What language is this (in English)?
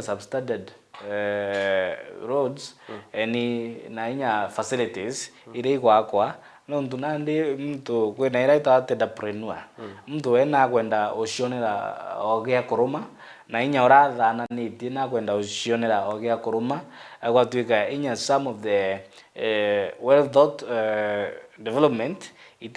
Meru